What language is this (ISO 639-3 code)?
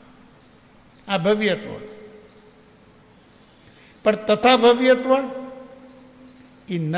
guj